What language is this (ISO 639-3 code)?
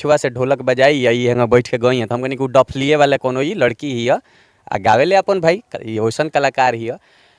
bho